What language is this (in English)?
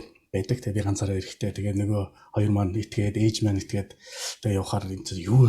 Mongolian